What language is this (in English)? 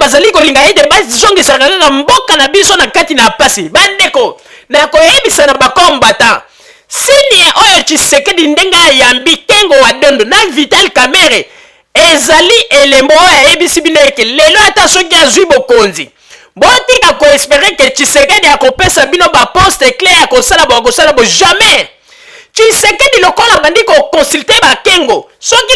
Lingala